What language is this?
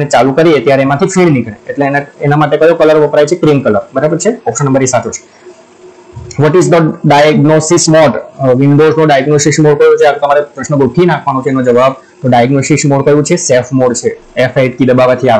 Gujarati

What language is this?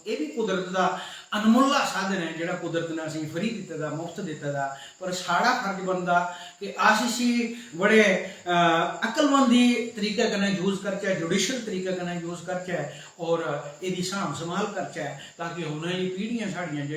Dogri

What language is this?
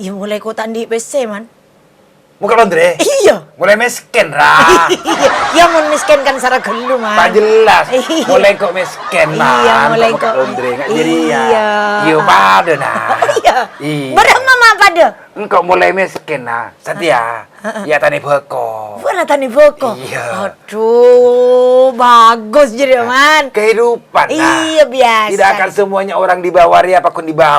Madurese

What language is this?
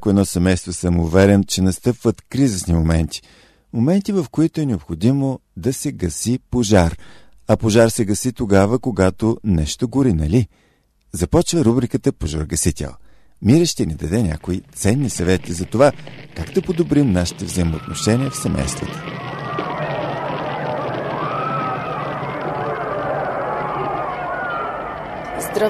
Bulgarian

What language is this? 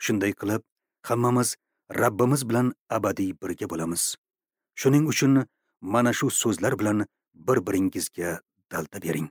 Uzbek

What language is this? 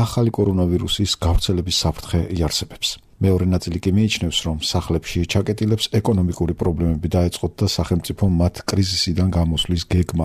Georgian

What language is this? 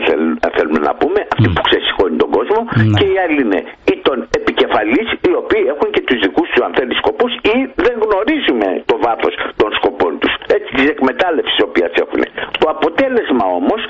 Greek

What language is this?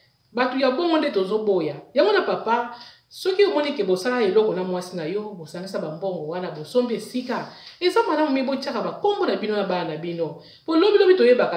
Lingala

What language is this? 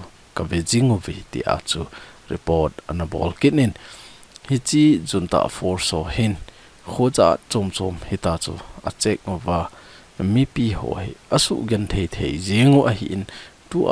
Thado Chin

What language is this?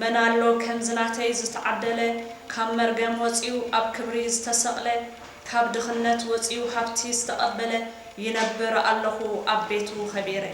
Tigrinya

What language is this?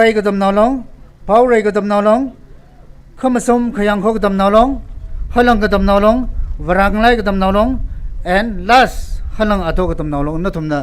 Tangkhul Naga (India)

